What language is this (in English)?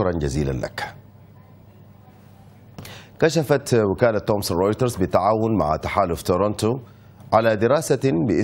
Arabic